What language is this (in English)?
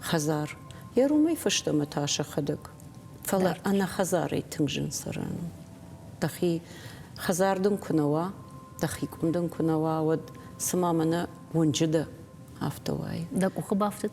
Ossetic